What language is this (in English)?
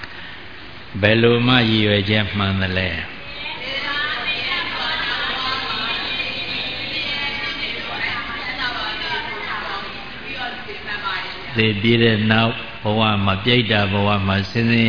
Burmese